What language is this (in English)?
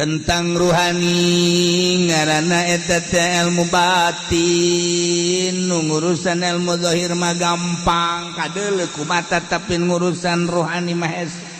Sundanese